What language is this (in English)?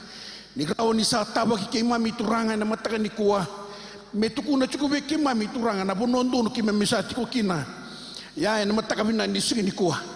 Fijian